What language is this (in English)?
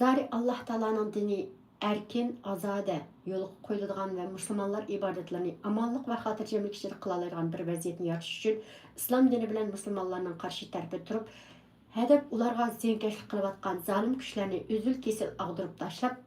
Uyghur